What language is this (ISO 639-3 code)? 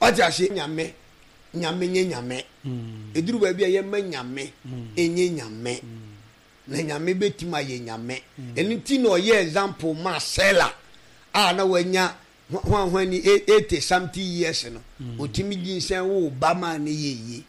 aka